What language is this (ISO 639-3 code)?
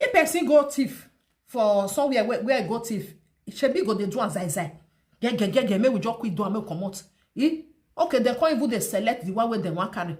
pcm